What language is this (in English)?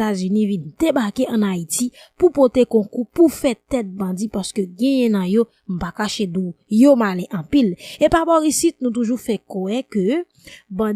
Haitian Creole